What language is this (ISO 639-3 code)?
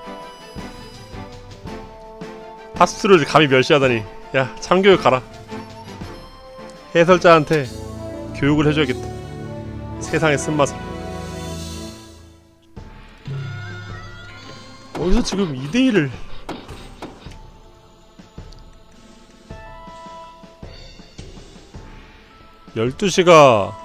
kor